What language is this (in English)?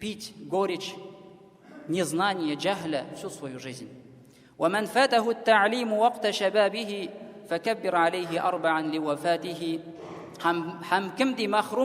Tatar